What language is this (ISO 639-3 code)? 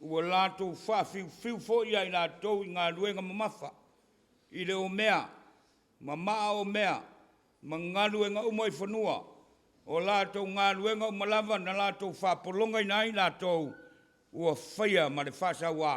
smo